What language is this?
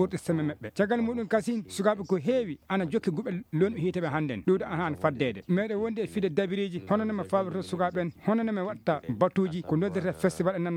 Fula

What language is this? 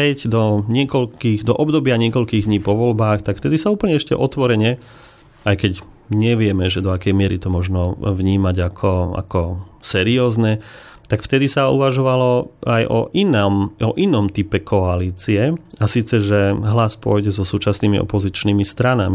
Slovak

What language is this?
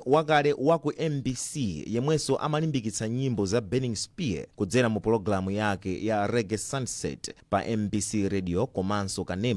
Nyanja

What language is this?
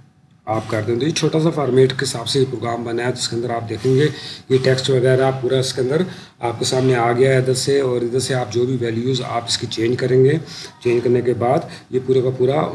Hindi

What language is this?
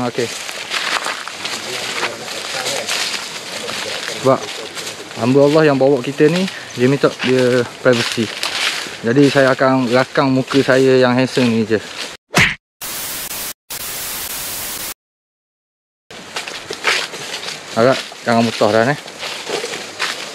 Malay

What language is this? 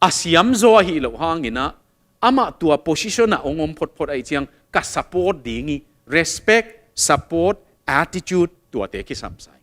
Tedim Chin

